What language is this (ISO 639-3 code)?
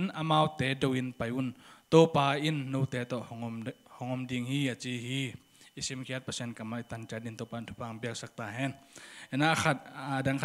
ctd